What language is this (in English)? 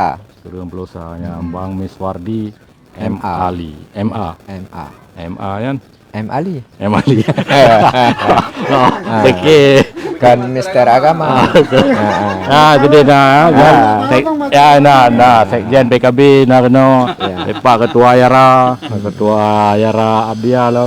Achinese